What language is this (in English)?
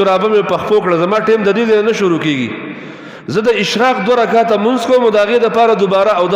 Pashto